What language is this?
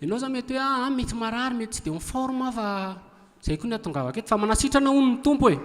Malagasy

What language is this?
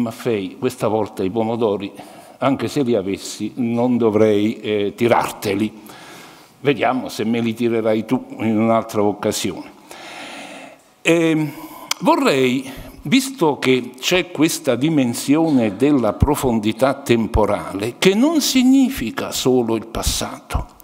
Italian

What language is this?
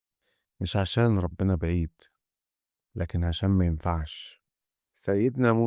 Egyptian Arabic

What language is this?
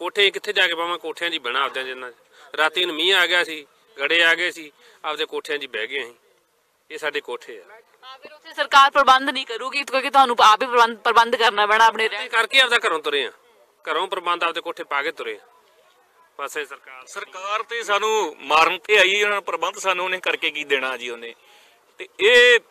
Punjabi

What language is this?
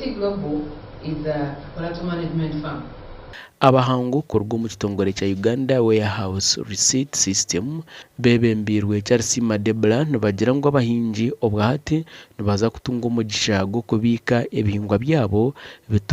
Nyankole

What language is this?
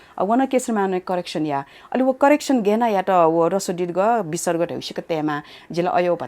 Newari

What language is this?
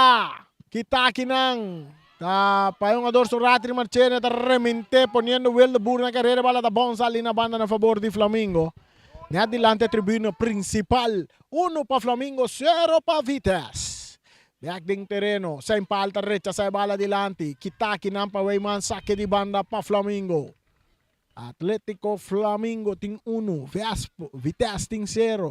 Papiamento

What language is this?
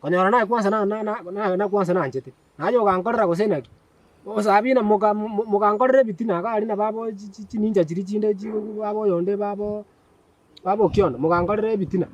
Gusii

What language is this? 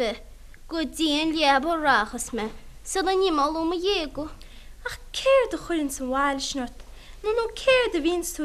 Irish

